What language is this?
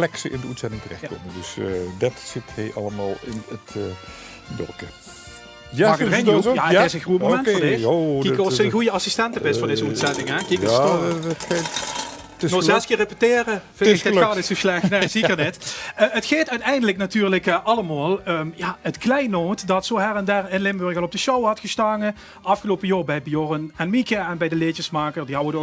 Limburgish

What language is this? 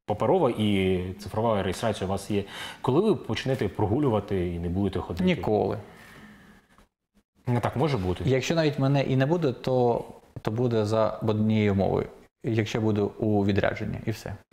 Ukrainian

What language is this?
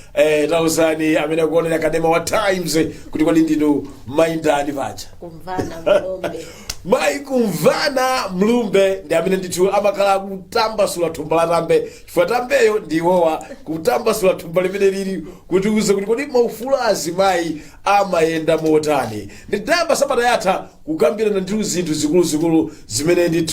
Nyanja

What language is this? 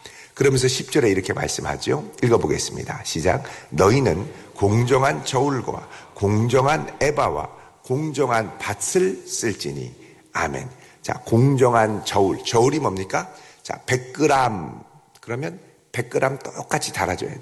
Korean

